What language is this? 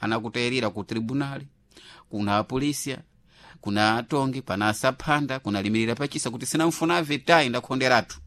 Sena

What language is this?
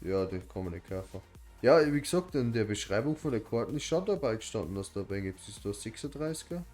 Bavarian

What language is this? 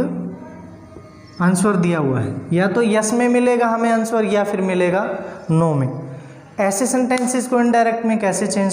Hindi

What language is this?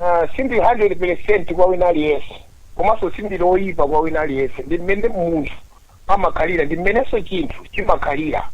Nyanja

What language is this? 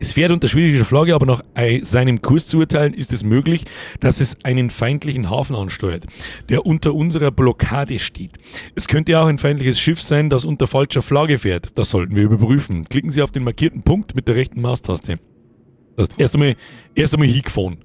Bavarian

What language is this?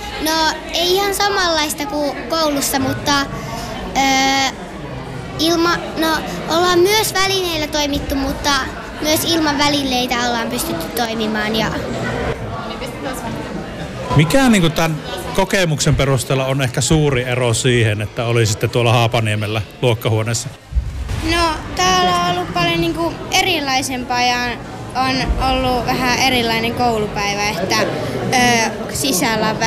Finnish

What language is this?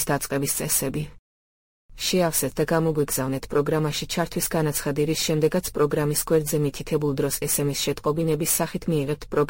Georgian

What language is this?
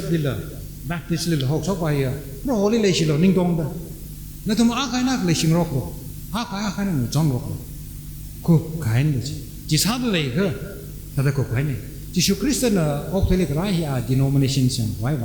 Tangkhul Naga (India)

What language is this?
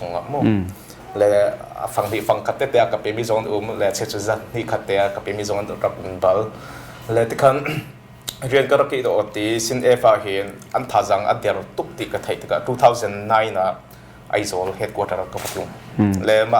Hakha Chin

